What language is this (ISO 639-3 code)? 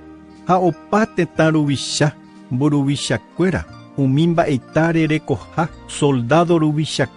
grn